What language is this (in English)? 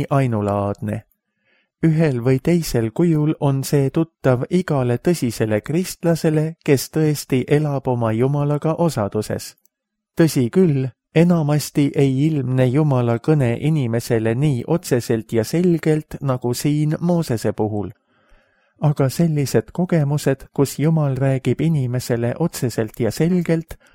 Estonian